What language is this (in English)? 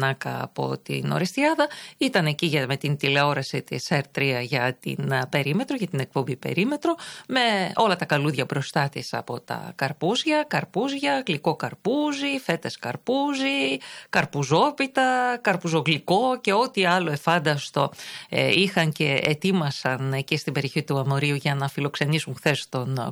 Greek